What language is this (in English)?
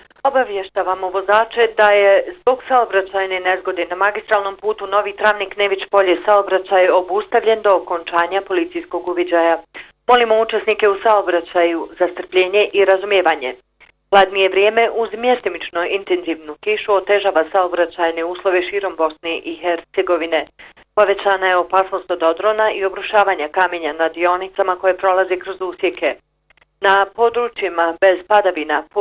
Bosnian